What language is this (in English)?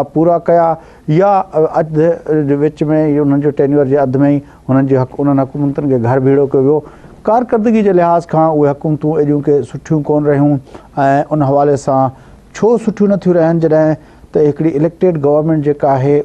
Sindhi